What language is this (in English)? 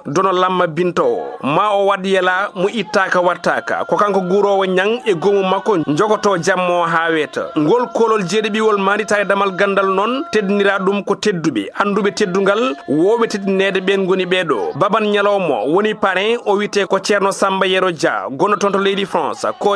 Fula